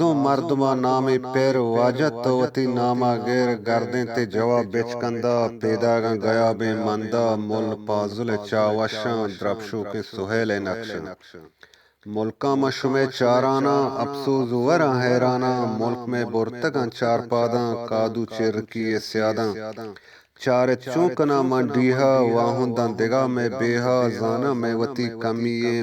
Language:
Eastern Balochi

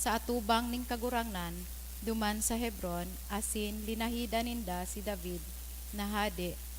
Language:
Bikol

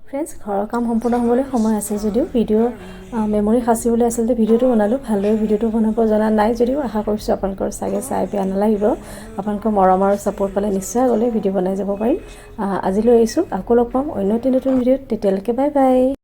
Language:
Assamese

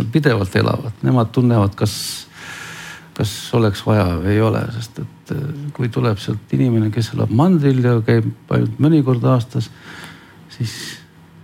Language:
Estonian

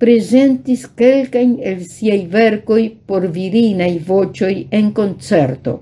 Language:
Esperanto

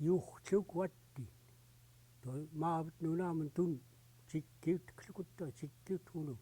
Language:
Central Yupik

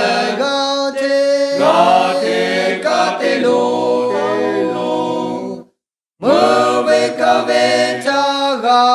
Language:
Lahu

